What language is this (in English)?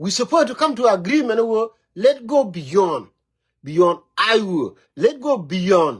Nuer